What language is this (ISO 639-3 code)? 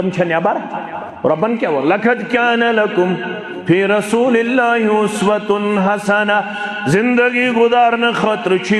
kas